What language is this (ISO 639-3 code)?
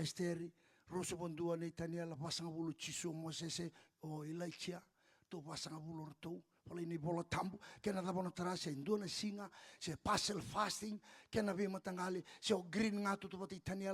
fij